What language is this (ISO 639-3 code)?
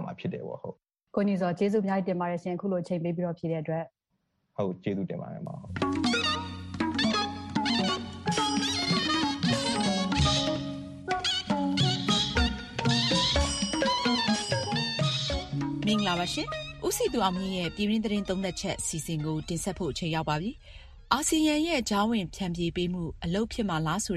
mya